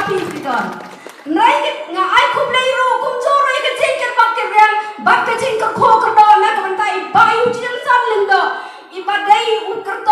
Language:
Khasi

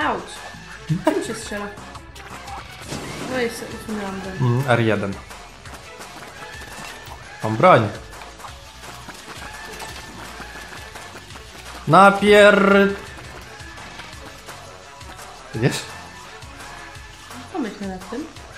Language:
Polish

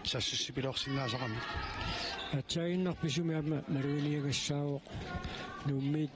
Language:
Kalaallisut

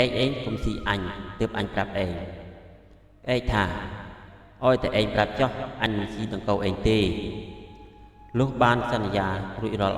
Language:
Khmer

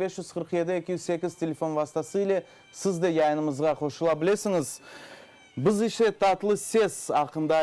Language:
Crimean Tatar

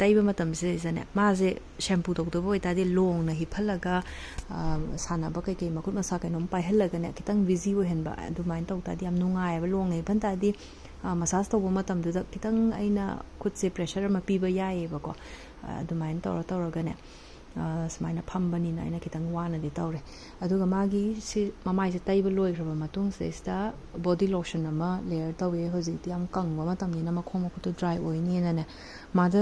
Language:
Manipuri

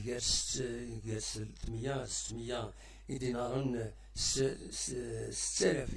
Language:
Kabyle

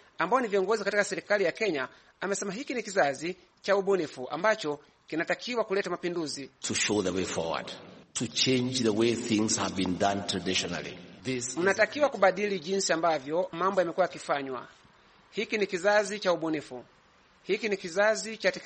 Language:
Swahili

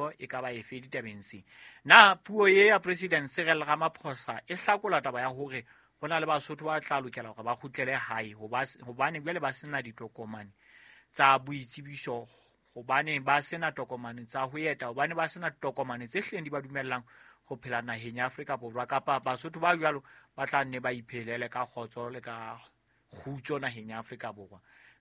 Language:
Southern Sotho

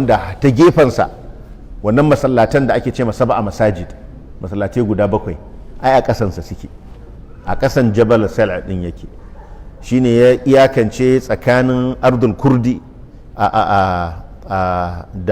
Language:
Hausa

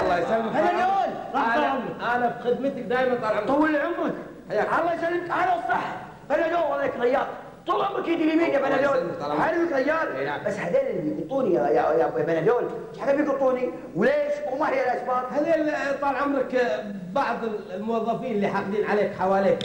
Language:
Gulf Arabic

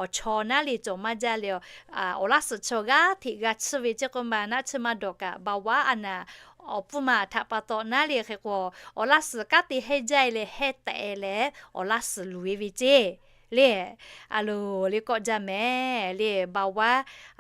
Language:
Lahu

